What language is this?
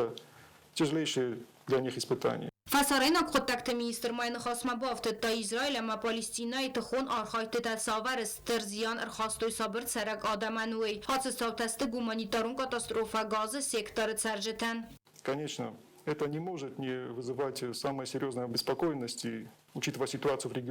Ossetic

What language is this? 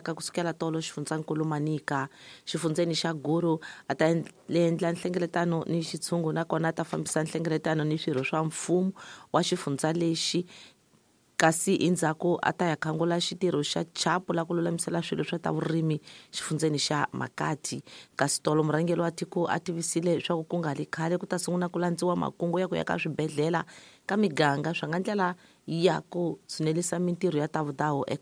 Tsonga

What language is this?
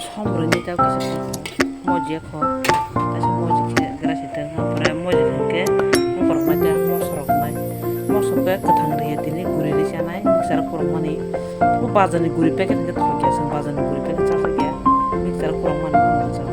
Kok Borok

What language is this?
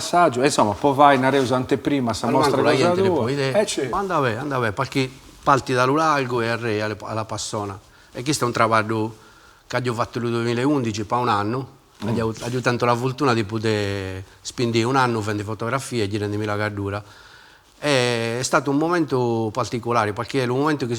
Sardinian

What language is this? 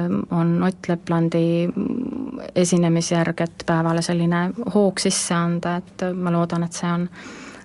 Estonian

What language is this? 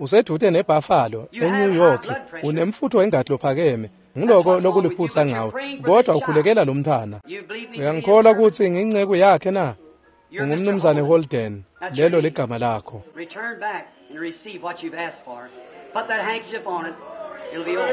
Swati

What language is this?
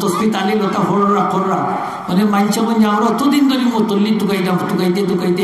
Sylheti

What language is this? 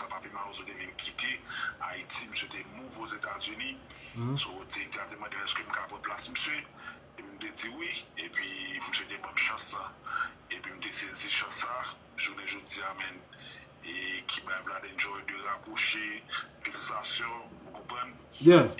Haitian Creole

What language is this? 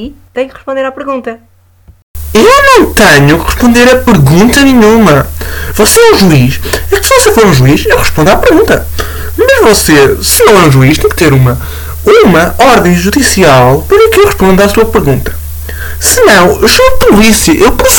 Portuguese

